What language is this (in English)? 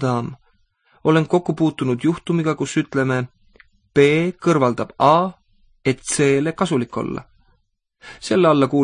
Estonian